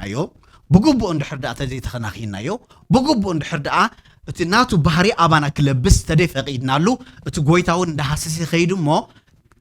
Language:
Tigrinya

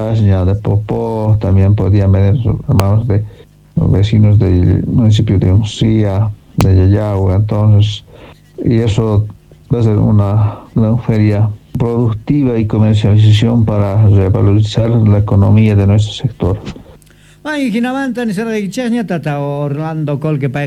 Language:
Quechua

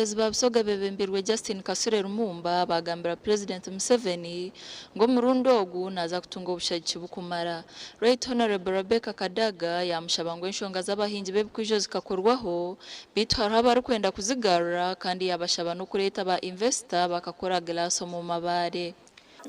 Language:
Nyankole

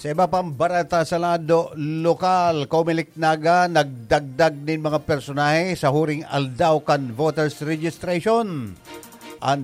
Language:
Bikol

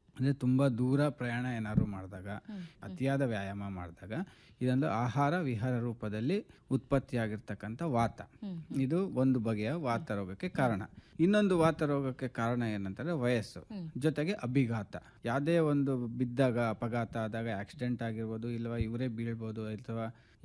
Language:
Kannada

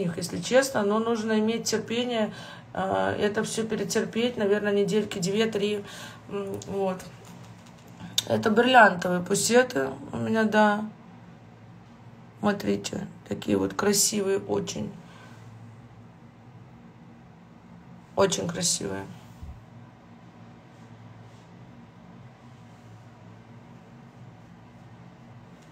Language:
Russian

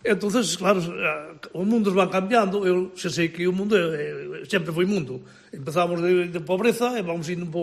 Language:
Galician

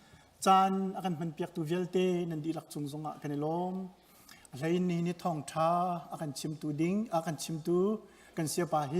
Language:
Hakha Chin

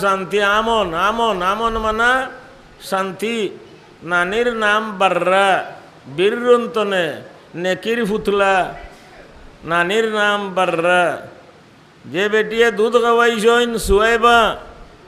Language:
Sylheti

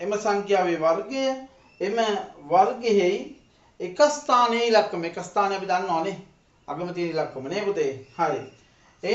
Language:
Sinhala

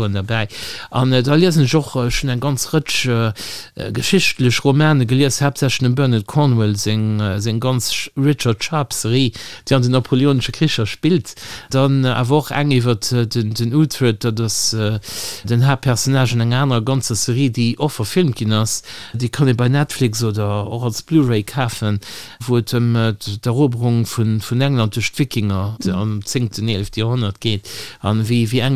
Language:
Luxembourgish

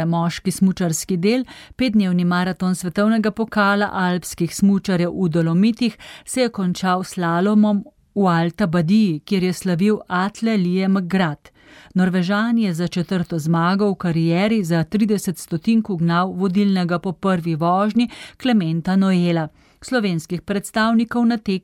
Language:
Slovenian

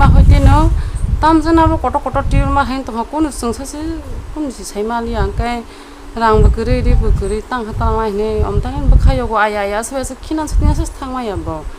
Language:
Kok Borok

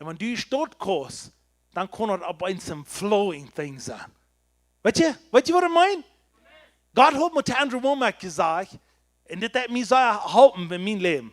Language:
Plautdietsch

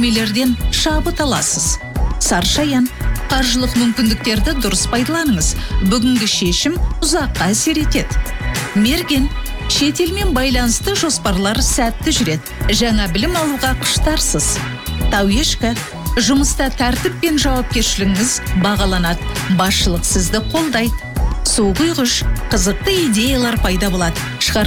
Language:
Kazakh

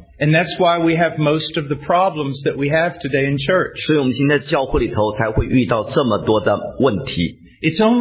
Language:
Chinese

